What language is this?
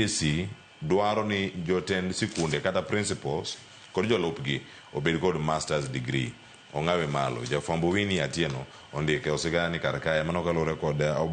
Luo (Kenya and Tanzania)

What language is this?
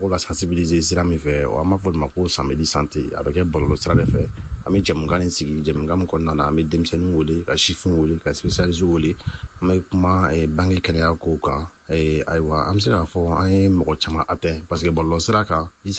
Bambara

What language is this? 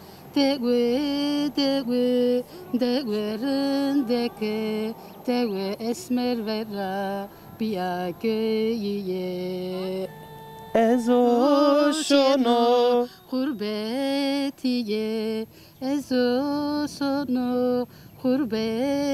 Zaza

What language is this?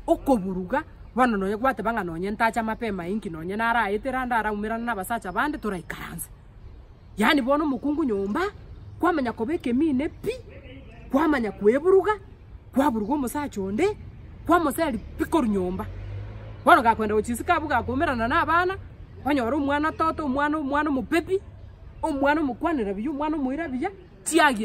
Gusii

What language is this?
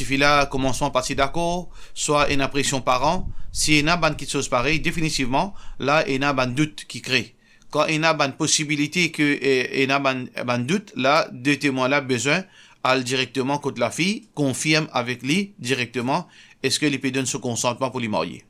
Morisyen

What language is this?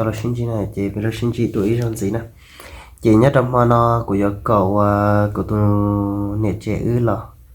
Hmong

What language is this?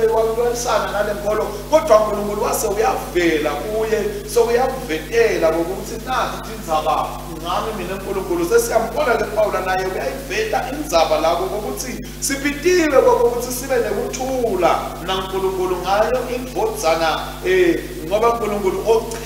Swati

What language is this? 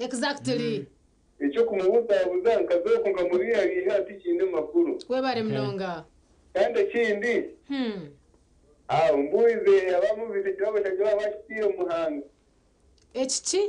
Nyankole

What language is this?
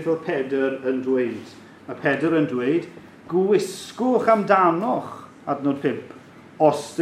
Welsh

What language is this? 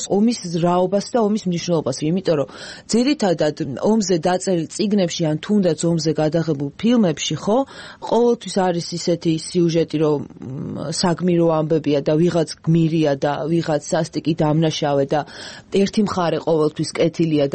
Georgian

